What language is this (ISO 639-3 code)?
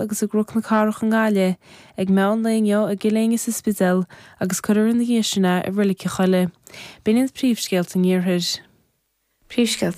gle